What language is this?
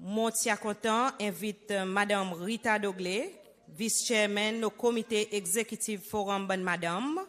Seselwa Creole French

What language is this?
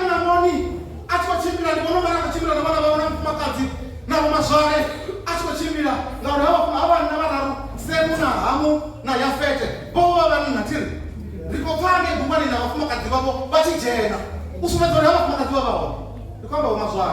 Venda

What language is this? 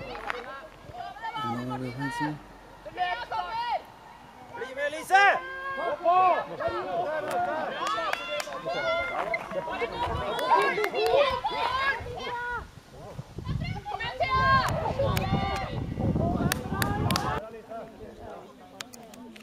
Norwegian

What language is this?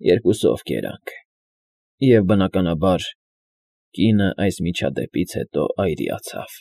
Armenian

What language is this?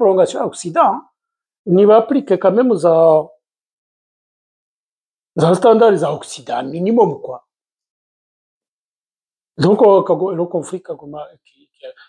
Kinyarwanda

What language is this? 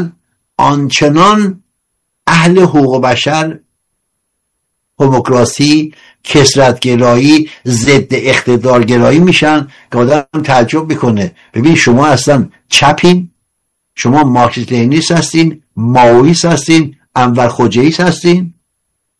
Persian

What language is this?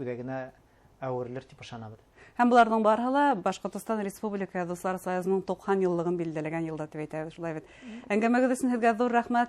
Bashkir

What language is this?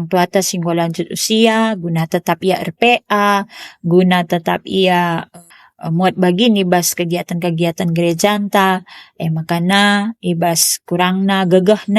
Batak Karo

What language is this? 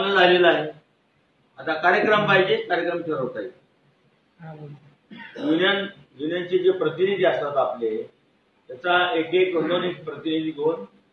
Marathi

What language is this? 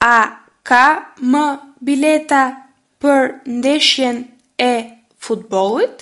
Albanian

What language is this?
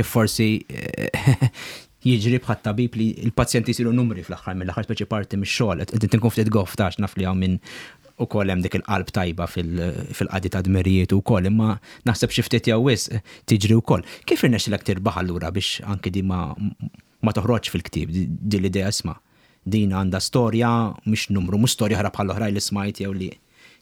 Maltese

